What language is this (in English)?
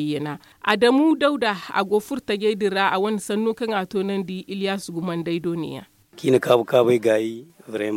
Zarma